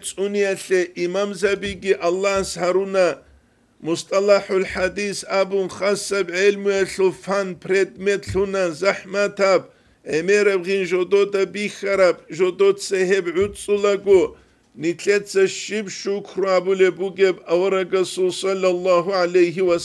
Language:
Avaric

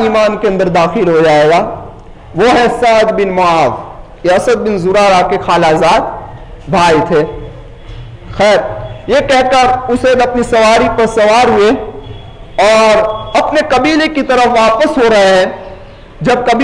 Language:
Urdu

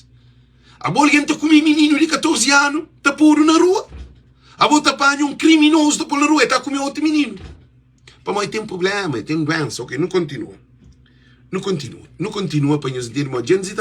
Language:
Kabuverdianu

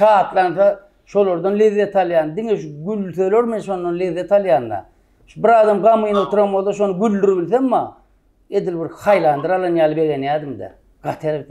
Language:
Turkmen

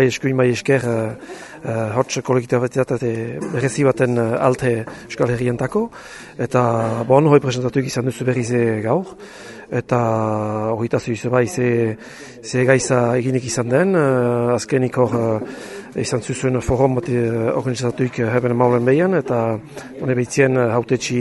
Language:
Basque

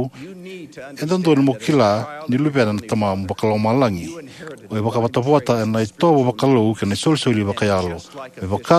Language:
Fijian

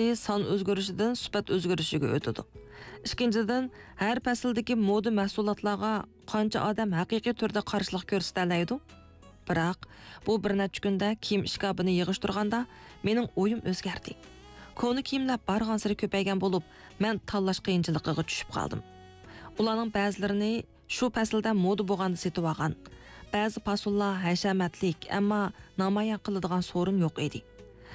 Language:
Uyghur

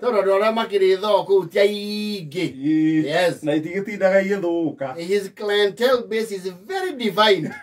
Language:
Kikuyu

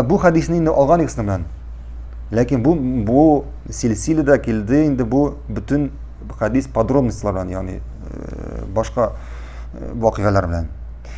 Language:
Tatar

